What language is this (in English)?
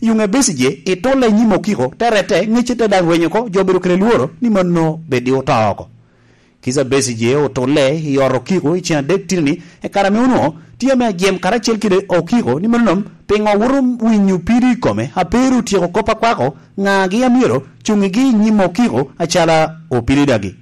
Lango (Uganda)